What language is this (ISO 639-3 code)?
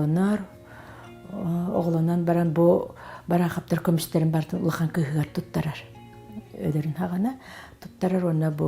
sah